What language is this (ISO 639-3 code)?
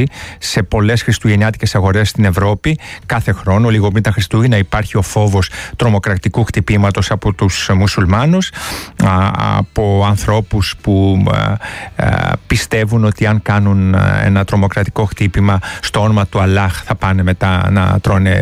ell